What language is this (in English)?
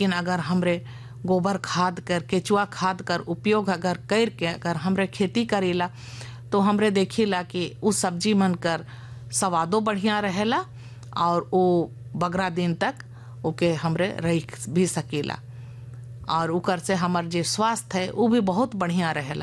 Sadri